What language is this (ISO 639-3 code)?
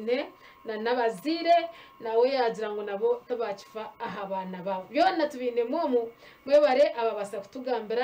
nyn